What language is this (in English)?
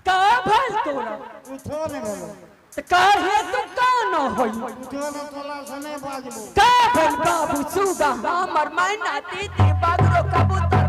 Angika